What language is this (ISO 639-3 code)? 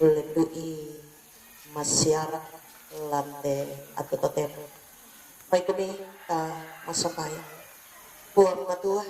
sda